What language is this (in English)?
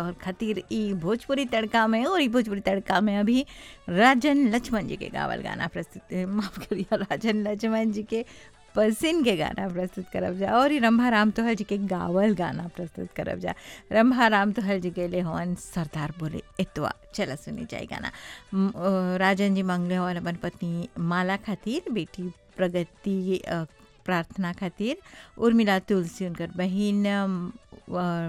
Bhojpuri